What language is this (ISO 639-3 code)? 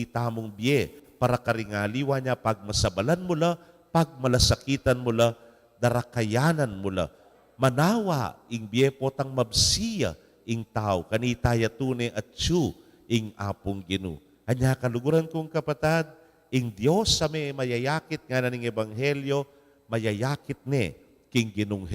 pam